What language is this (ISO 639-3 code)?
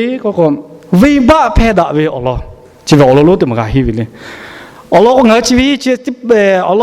lhu